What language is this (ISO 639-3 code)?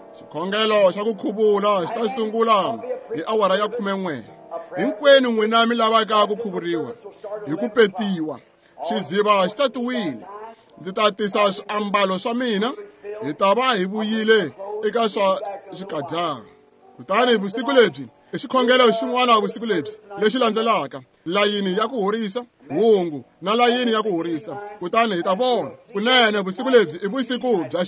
tso